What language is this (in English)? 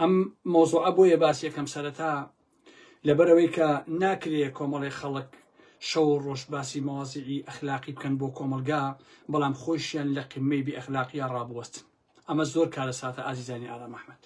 Central Kurdish